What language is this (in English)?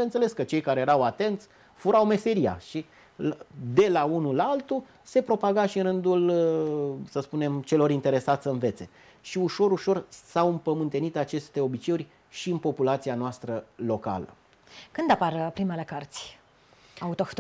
Romanian